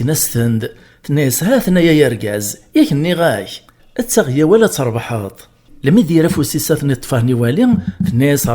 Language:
Kabyle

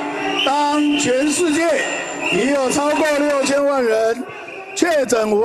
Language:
Chinese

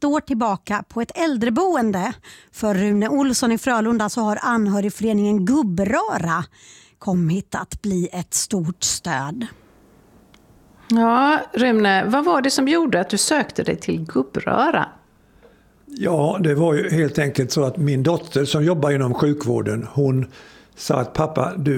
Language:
Swedish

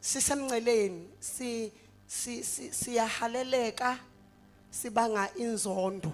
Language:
Zulu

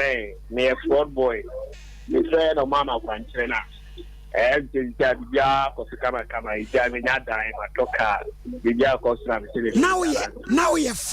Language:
Akan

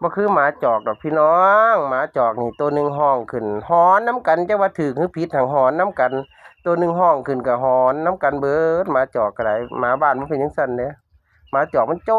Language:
Northeastern Thai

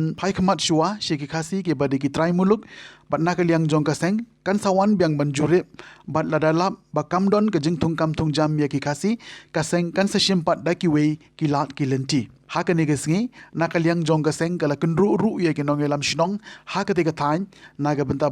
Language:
Khasi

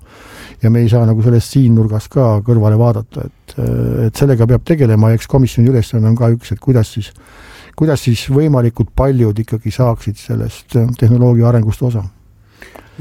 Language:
Estonian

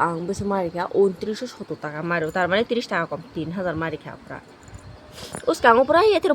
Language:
Kok Borok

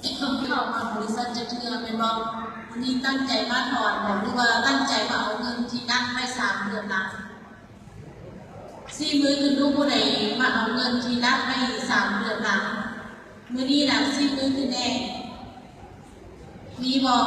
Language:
Lao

